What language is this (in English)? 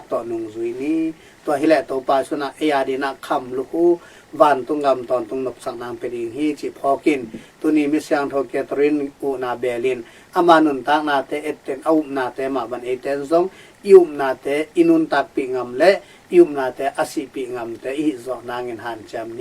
Tedim Chin